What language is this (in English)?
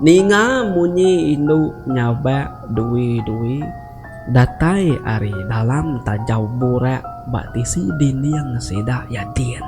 Iban